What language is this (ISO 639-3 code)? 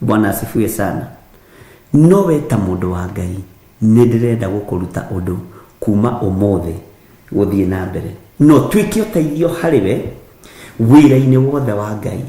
kik